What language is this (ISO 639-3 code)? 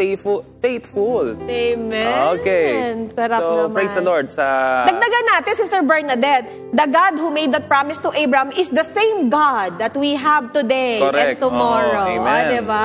fil